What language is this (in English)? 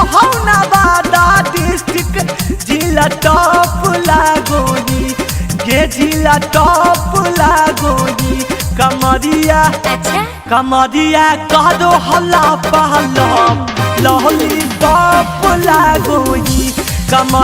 Magahi